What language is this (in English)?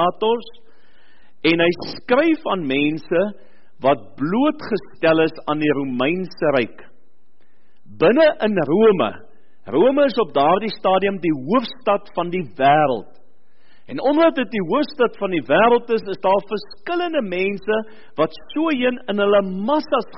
Afrikaans